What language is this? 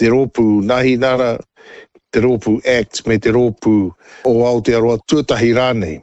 Māori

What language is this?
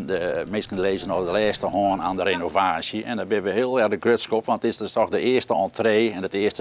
Western Frisian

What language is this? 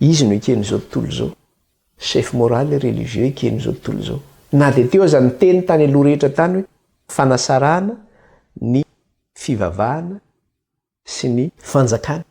Malagasy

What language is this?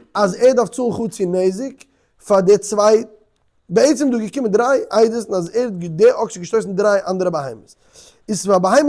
Yiddish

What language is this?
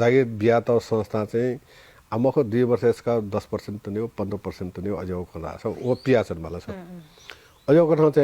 Newari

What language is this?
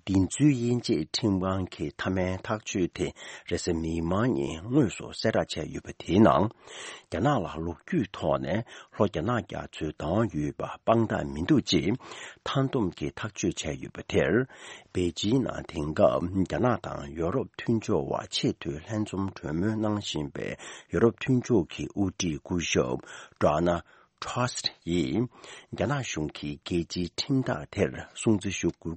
Tibetan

